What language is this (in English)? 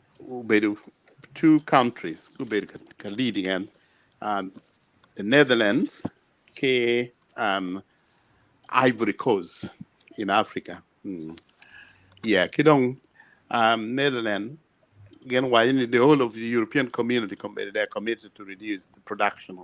Acoli